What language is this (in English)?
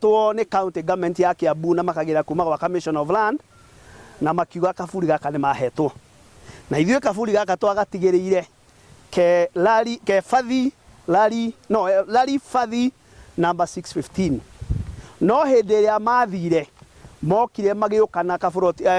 Kikuyu